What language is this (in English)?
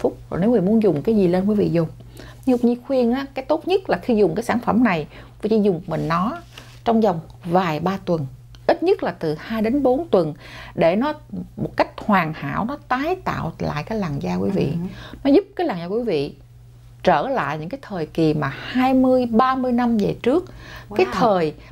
Vietnamese